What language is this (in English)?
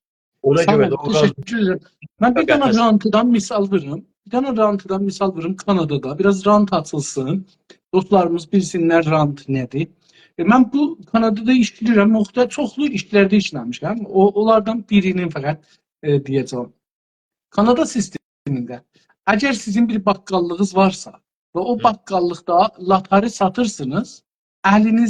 South Azerbaijani